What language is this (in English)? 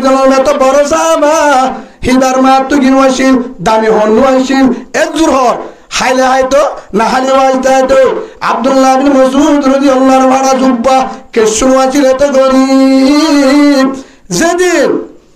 Rohingya